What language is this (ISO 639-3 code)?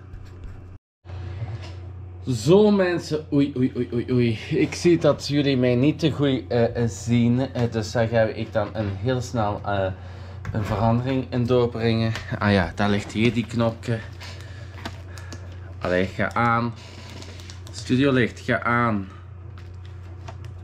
nld